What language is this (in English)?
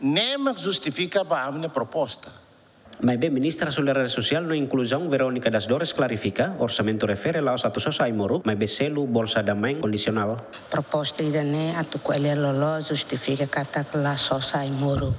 Tetum